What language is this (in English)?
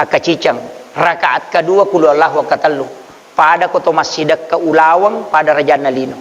Buginese